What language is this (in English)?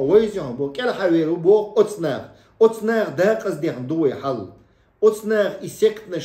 Chechen